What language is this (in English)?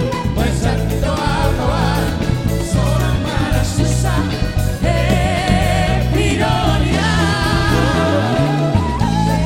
Batak Toba